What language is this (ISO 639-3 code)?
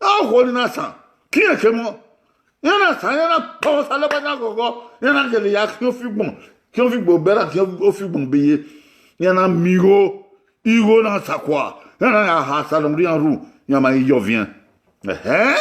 bin